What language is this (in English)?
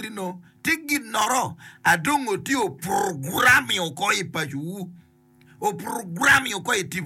Acoli